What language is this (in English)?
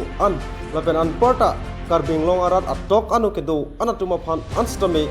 Karbi